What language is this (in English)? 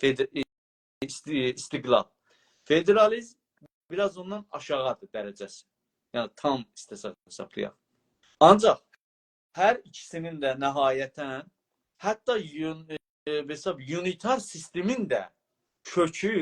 South Azerbaijani